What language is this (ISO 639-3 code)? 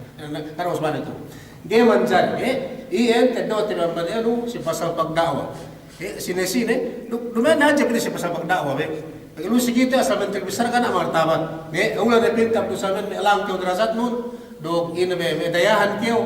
yka